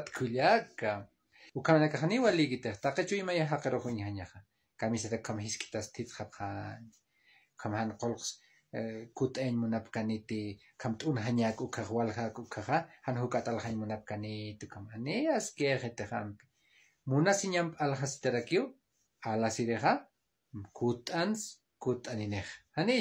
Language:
Aymara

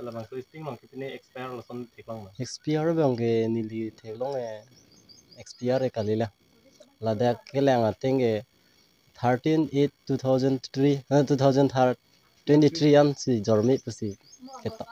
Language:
Karbi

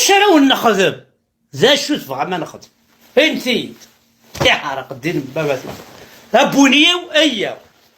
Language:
Kabyle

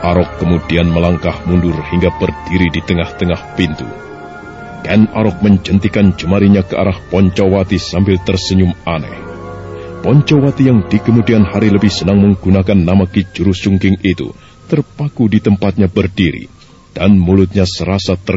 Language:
Indonesian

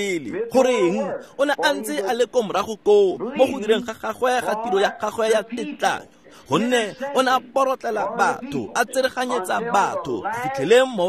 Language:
Tswana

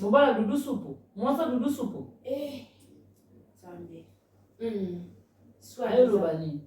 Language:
Lingala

